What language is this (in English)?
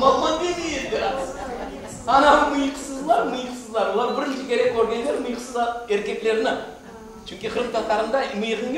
Crimean Tatar